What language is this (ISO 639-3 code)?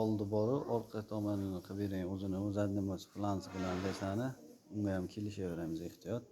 uzb